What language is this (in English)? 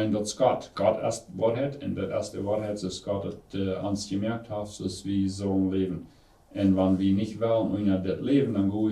Plautdietsch